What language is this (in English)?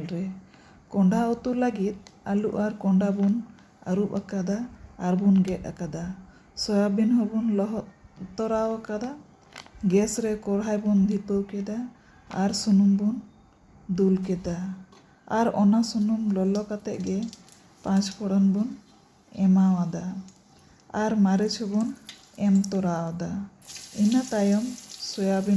Santali